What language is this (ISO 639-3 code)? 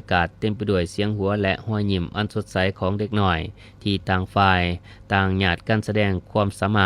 lao